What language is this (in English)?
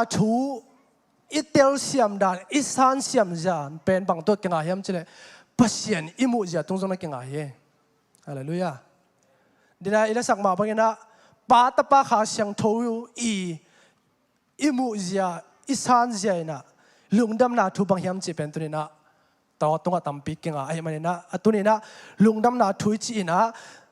Tedim Chin